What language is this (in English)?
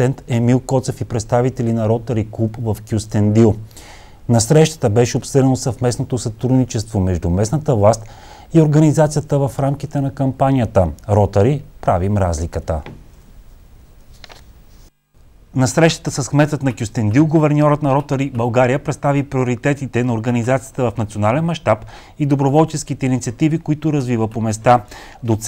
Bulgarian